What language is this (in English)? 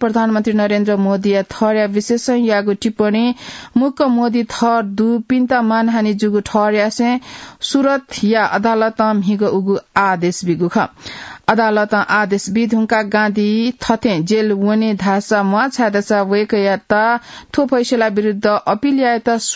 Newari